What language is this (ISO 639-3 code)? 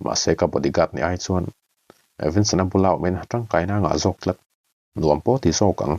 lus